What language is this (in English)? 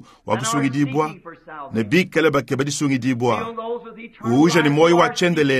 Luba-Lulua